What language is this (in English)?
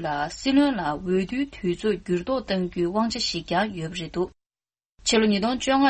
Tibetan